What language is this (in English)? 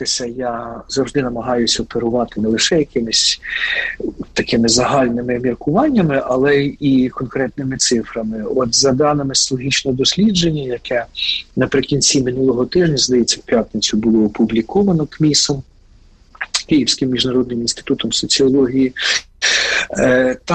Ukrainian